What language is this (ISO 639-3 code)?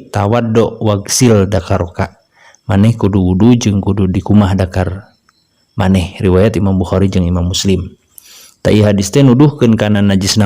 sun